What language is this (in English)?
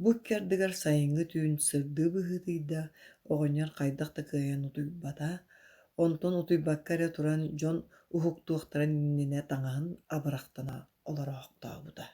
Yakut